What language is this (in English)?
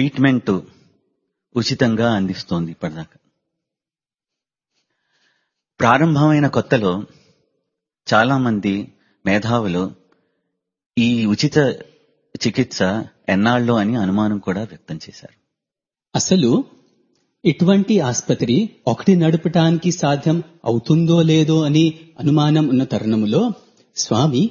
Telugu